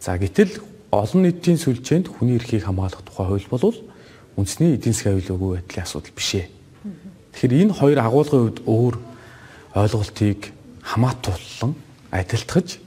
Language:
Mongolian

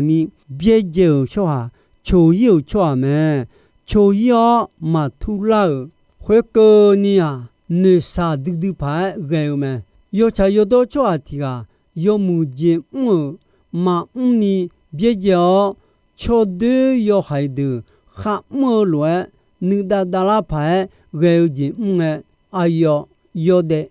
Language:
Akha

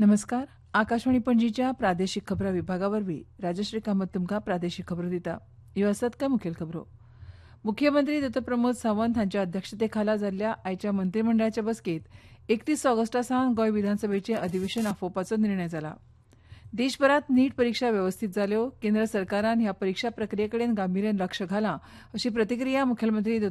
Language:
Konkani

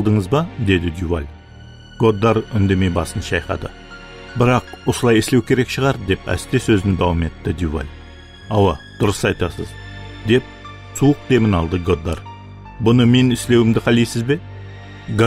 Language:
Kara-Kalpak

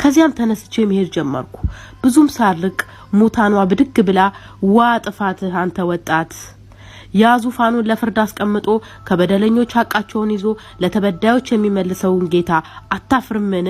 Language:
Amharic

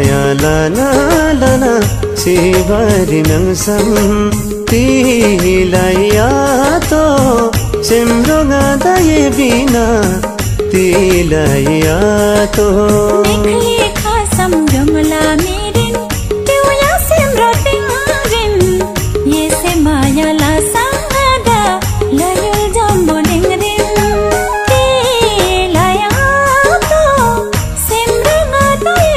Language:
Eastern Tamang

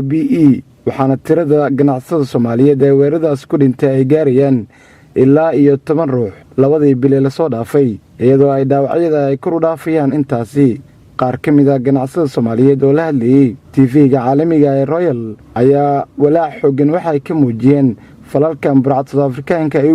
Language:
Somali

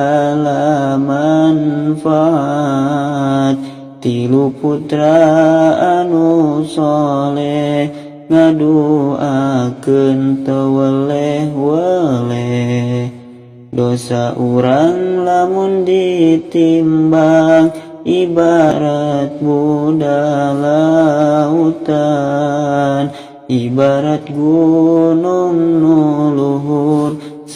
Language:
Sundanese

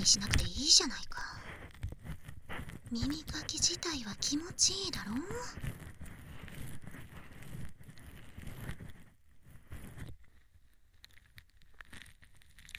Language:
Japanese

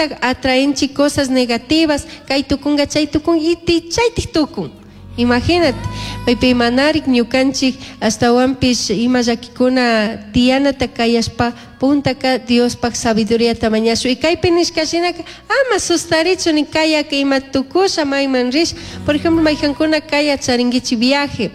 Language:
Chimborazo Highland Quichua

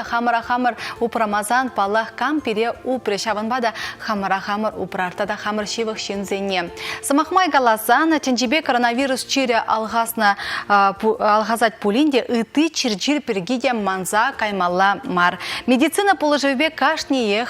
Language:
Chuvash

